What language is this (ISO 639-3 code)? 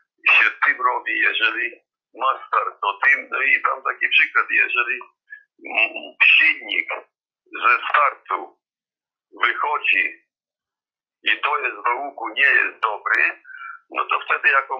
pol